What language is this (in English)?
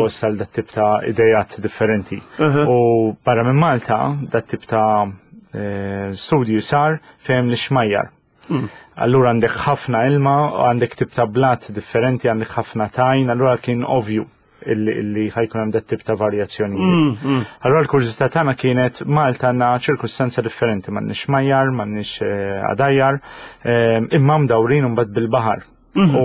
Maltese